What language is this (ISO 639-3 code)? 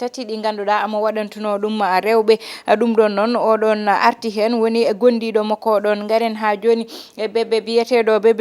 ful